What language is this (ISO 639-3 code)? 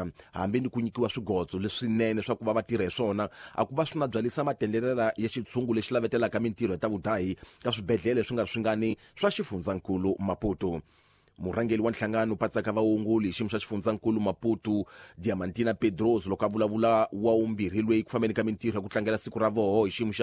tso